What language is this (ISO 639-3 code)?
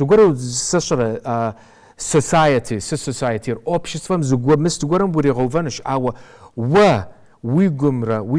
kbd